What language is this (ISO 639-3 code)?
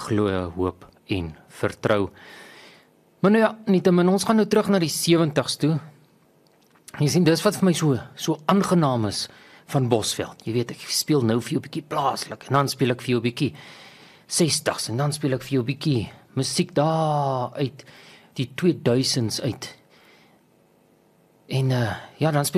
afr